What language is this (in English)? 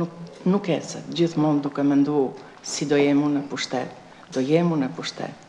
Albanian